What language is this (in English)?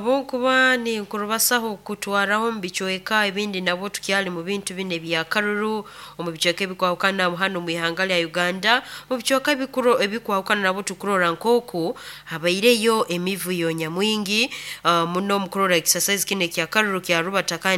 Nyoro